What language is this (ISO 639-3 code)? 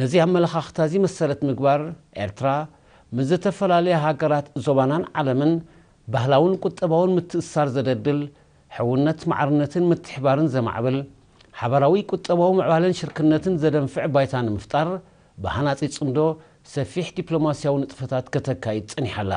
tir